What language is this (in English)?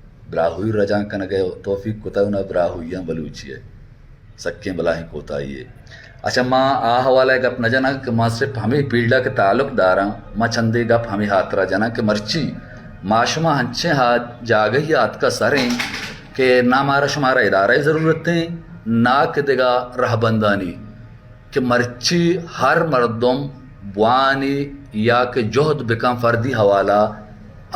Baluchi